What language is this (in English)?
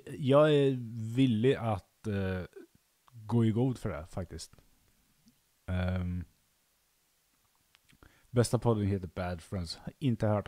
Swedish